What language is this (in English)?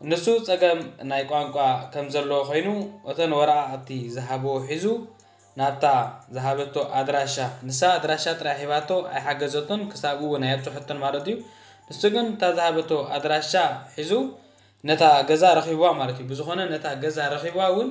Tigrinya